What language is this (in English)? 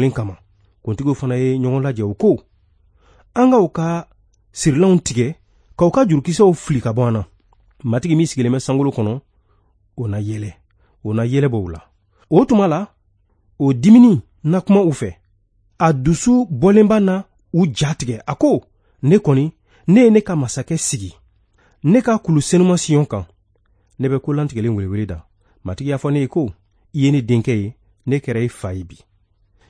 Bambara